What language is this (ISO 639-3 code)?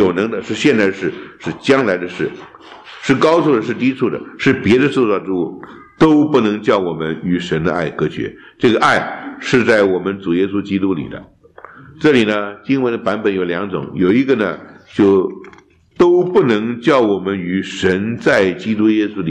zho